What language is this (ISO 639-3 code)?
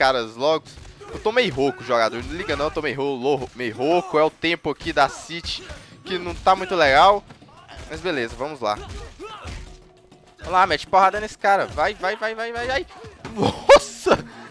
por